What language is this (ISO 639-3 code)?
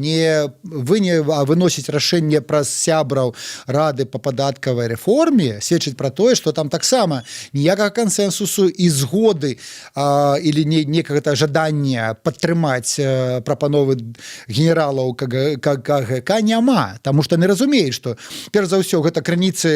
bel